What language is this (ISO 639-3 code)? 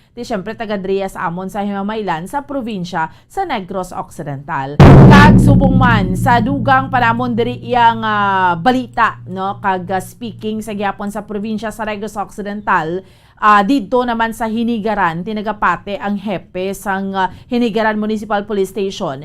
hil